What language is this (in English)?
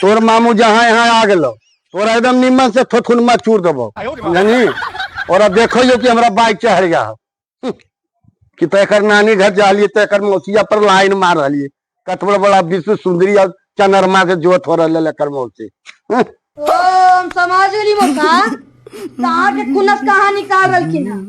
Magahi